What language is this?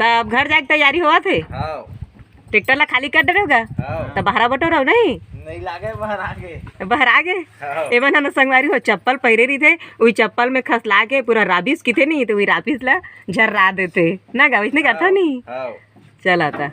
Chhattisgarhi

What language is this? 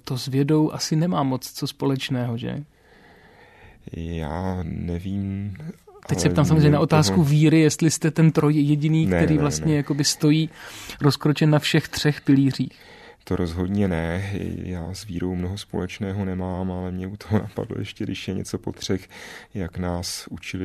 Czech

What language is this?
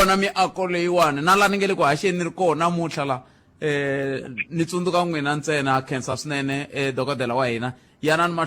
Tsonga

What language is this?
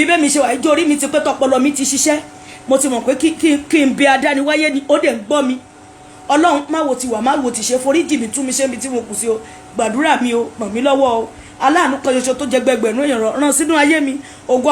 Yoruba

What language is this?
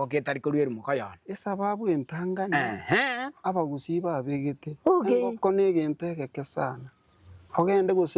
Gusii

